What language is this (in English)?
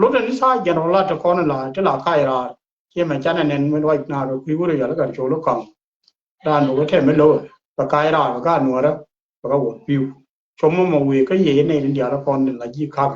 Nuer